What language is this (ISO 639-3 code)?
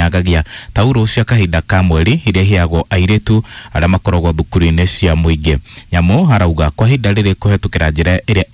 kik